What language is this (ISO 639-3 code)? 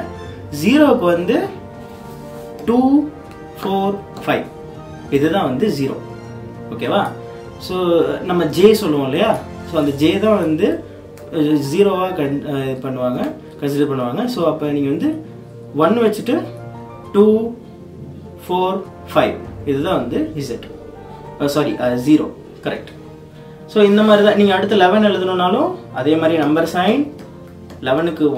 tam